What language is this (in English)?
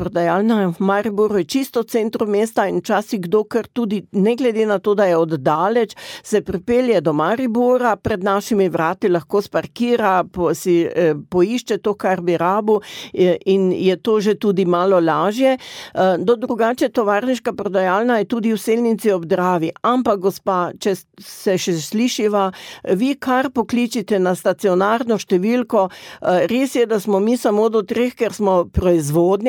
Slovenian